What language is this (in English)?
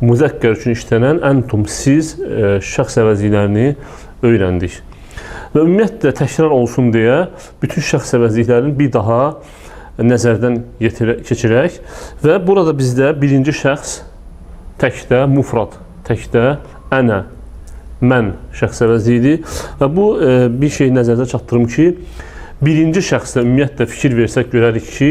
Azerbaijani